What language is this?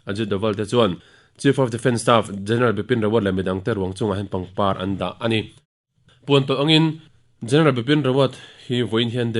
Mizo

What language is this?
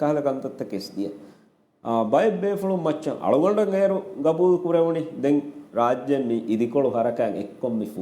Divehi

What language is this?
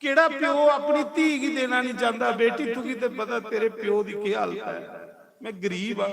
Dogri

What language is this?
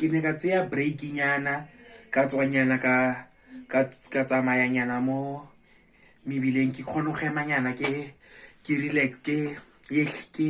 Tswana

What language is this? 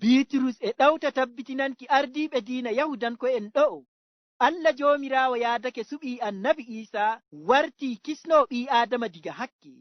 Fula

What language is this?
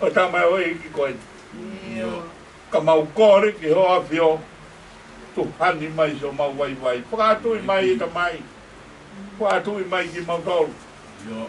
Tongan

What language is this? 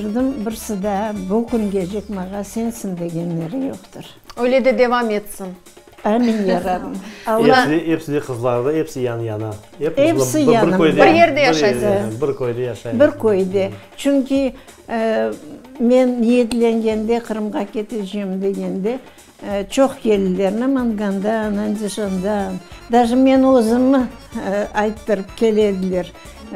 Crimean Tatar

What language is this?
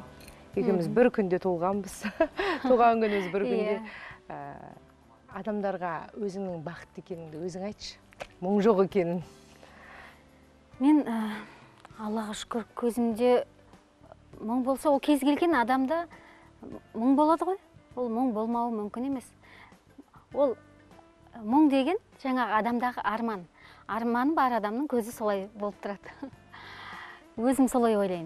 Kazakh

